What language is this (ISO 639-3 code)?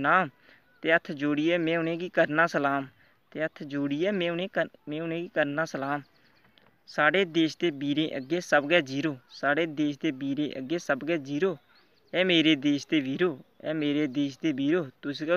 doi